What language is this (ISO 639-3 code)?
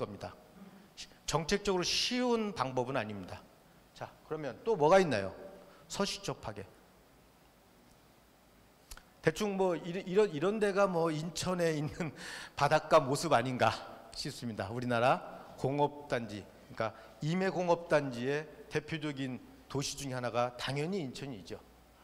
kor